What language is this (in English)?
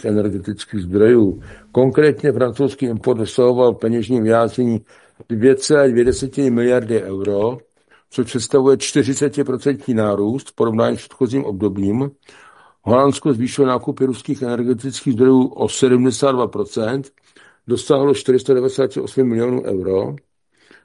Czech